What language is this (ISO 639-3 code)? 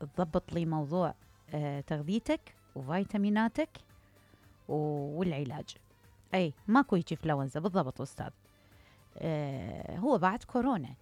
acm